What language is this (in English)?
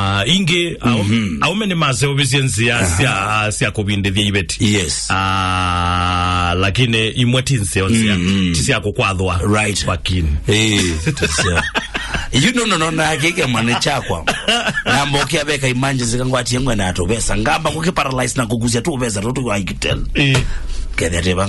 Kamba